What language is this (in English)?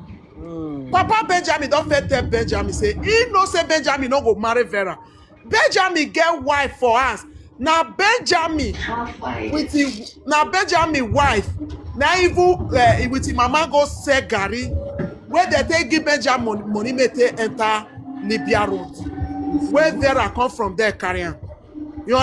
Nigerian Pidgin